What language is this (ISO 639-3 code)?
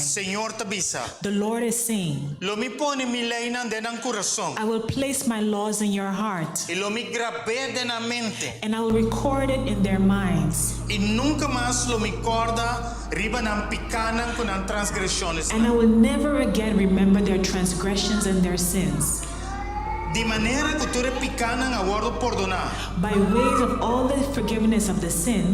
pap